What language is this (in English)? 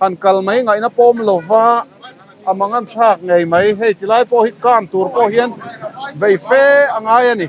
Mizo